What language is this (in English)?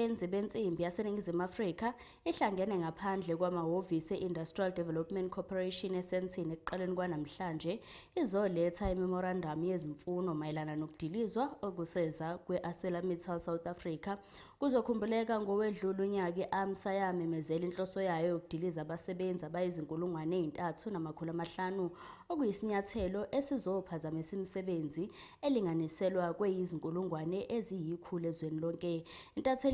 Zulu